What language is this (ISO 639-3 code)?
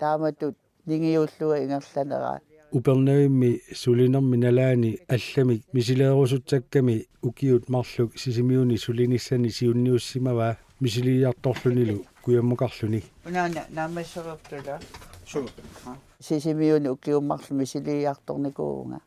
kal